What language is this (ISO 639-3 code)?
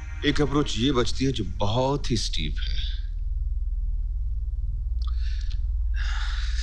hin